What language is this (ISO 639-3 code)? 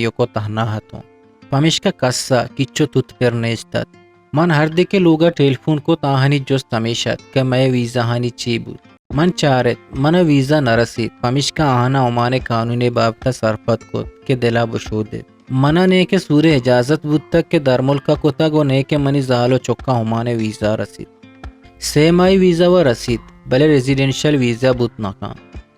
bgp